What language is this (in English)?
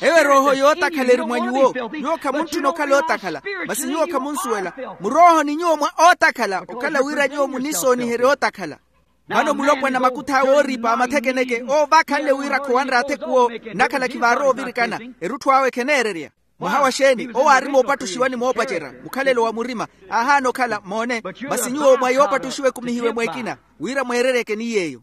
Makhuwa